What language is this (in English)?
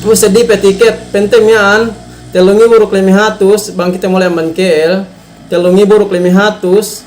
Yakan